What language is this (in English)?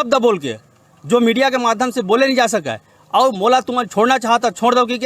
Chhattisgarhi